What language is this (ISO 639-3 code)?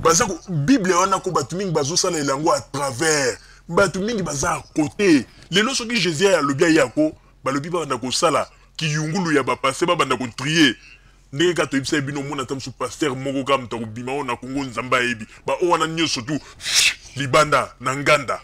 lin